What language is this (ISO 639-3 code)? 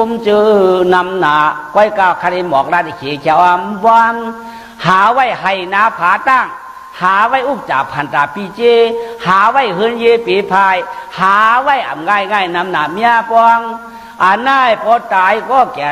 shn